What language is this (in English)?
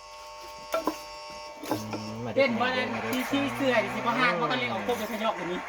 Northeastern Thai